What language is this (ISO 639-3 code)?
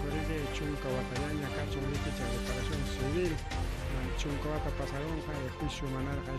quy